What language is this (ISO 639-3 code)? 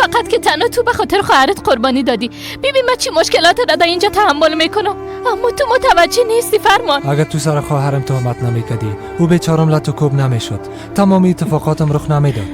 fas